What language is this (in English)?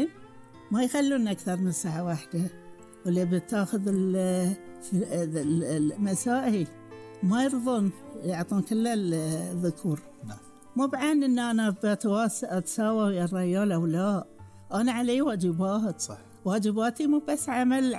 Gulf Arabic